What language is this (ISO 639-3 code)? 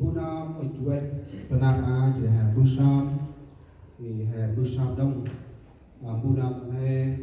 cmo